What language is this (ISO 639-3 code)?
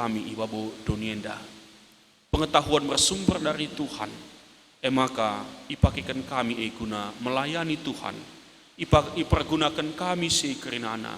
btx